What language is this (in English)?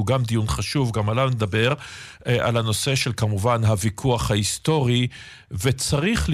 Hebrew